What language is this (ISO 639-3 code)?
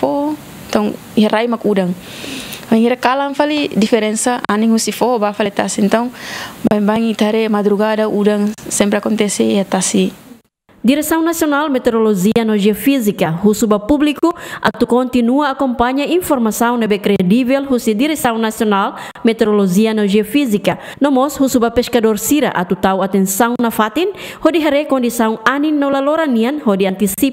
tet